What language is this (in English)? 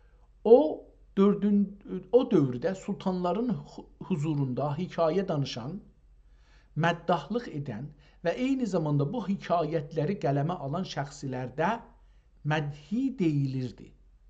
South Azerbaijani